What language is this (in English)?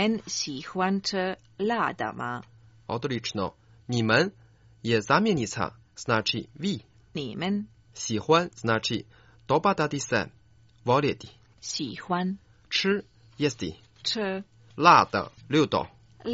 Croatian